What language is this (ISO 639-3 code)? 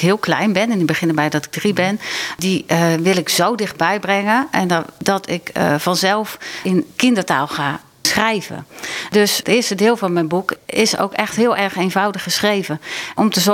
nld